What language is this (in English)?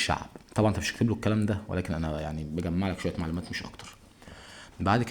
Egyptian Arabic